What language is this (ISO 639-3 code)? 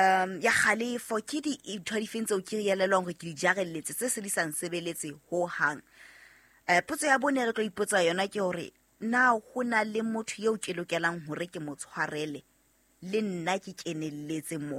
sot